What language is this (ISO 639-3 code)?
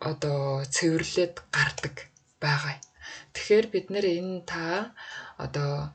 mon